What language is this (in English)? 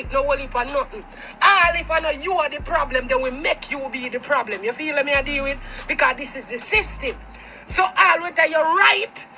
Jamaican Creole English